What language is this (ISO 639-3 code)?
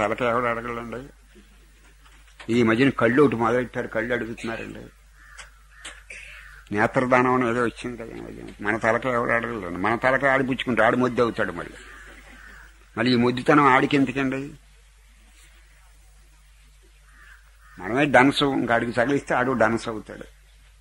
tel